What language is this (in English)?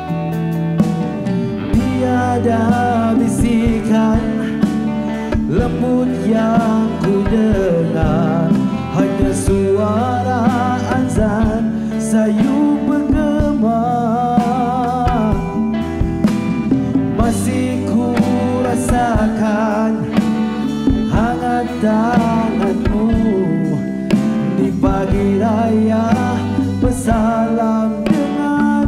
Malay